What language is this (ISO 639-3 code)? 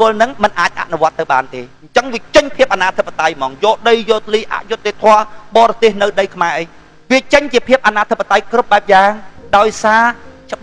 khm